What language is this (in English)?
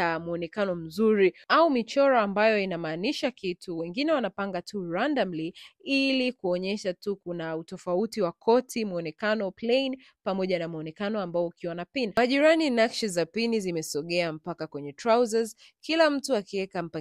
Swahili